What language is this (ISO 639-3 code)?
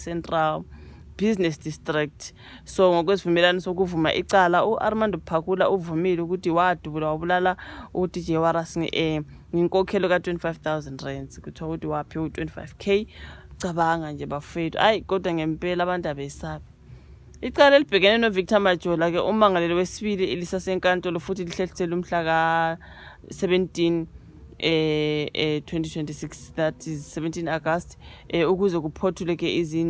zul